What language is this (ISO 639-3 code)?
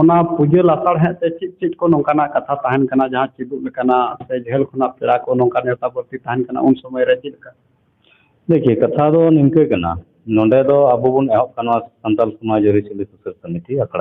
sat